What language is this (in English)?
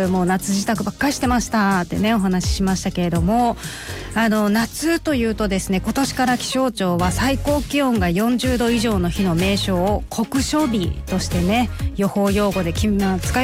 Japanese